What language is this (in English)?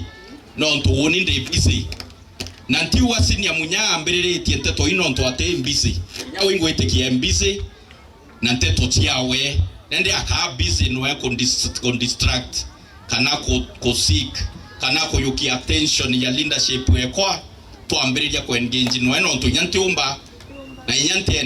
Meru